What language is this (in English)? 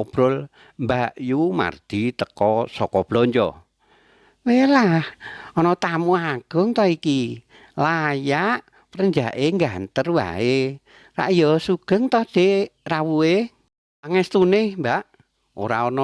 Javanese